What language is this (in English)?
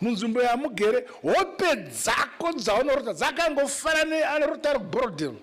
Shona